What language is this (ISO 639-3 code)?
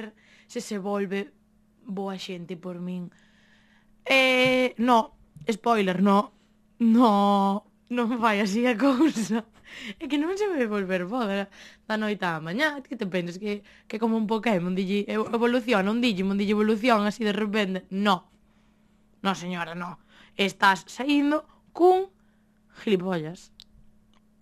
glg